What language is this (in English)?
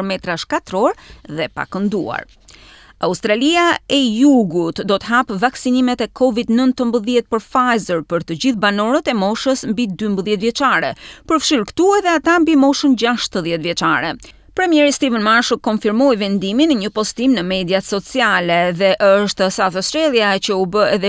Albanian